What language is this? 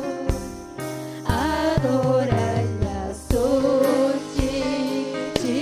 Ayacucho Quechua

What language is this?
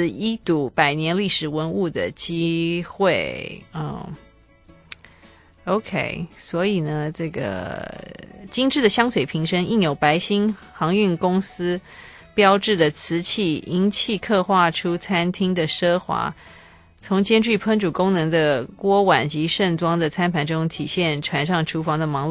Chinese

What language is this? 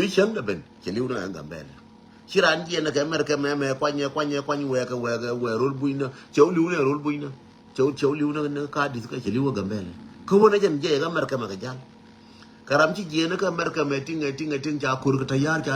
Nuer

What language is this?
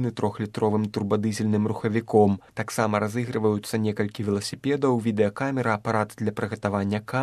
Belarusian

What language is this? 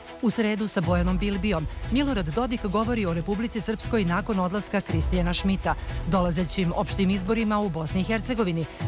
Serbian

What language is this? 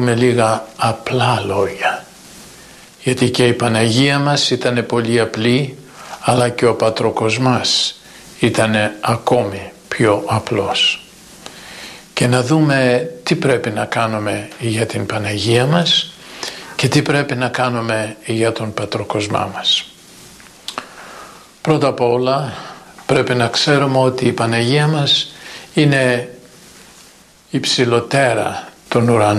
Greek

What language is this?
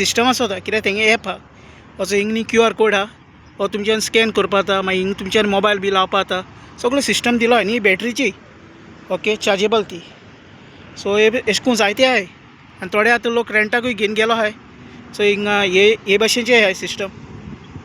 Konkani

